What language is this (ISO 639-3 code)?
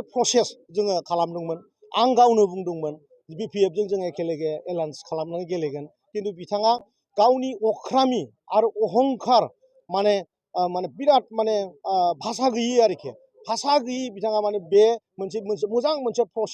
brx